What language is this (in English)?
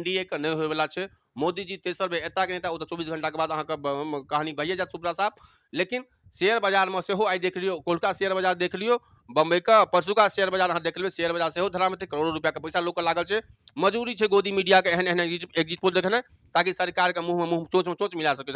Maithili